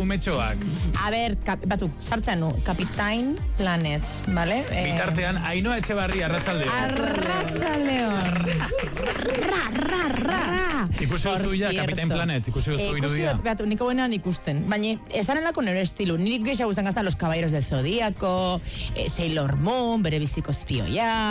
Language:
Basque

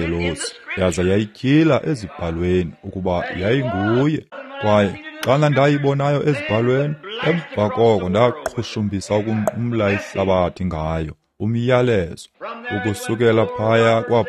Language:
Xhosa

